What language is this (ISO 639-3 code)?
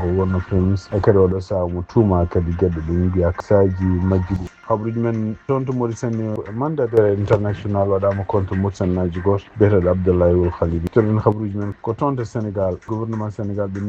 ful